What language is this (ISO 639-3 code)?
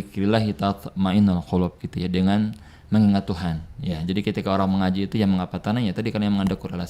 bjn